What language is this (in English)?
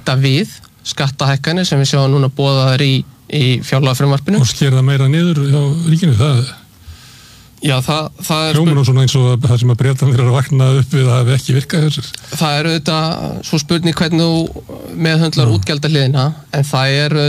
Icelandic